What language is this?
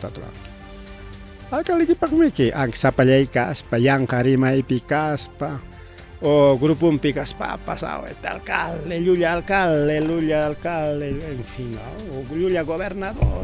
Ayacucho Quechua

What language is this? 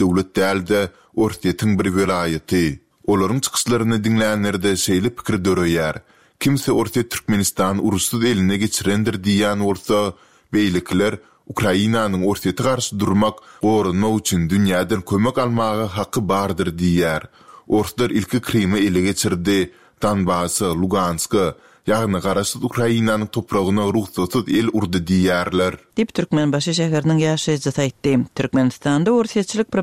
Turkmen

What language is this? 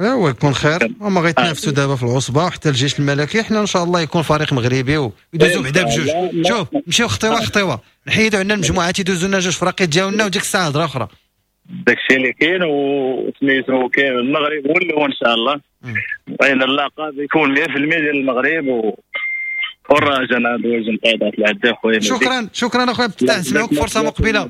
Moroccan Arabic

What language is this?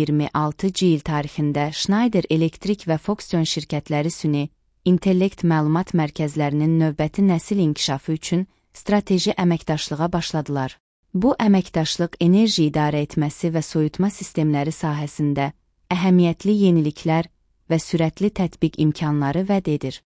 Azerbaijani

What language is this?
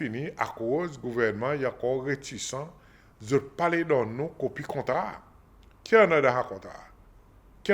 Seselwa Creole French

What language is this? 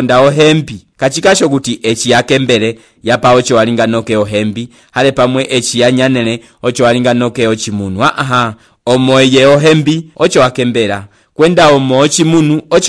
Umbundu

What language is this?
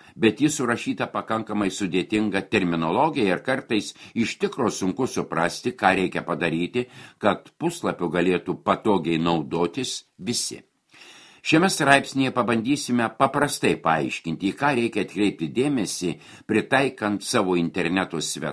Lithuanian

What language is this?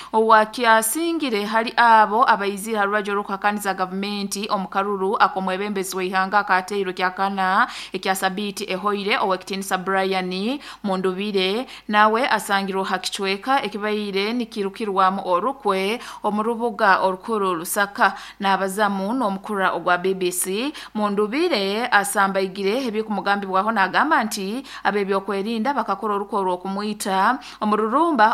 Nyoro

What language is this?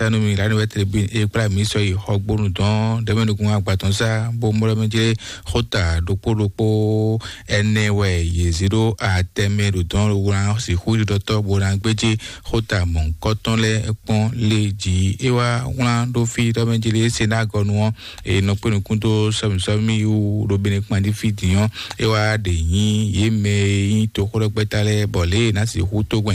Fon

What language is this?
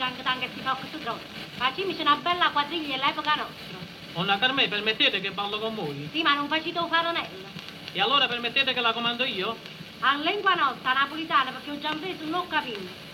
Neapolitan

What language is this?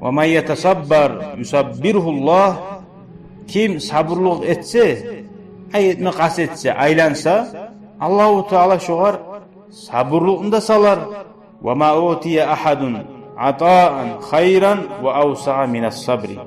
Kumyk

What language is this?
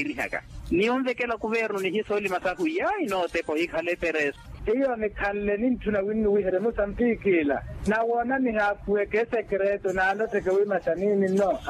Makhuwa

